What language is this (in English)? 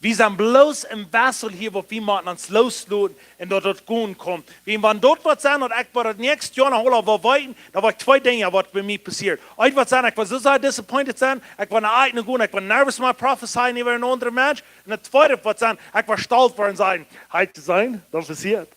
Plautdietsch